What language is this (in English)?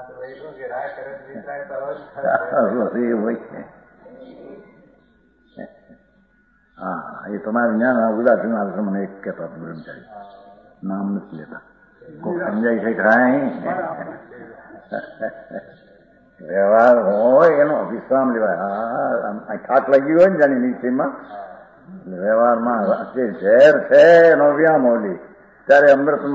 Gujarati